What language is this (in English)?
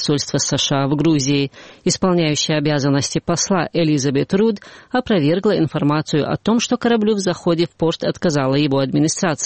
Russian